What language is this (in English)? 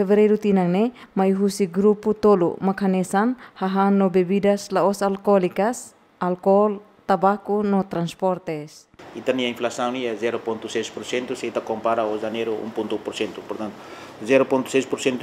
Tetum